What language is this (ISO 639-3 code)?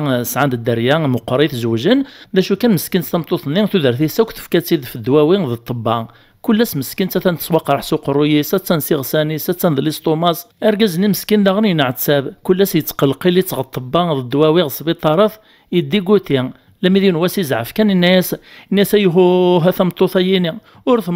kab